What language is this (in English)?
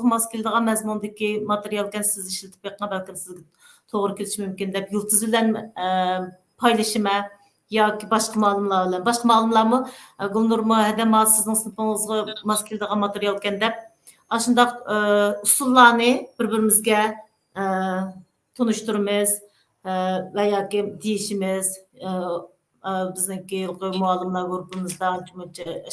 Uyghur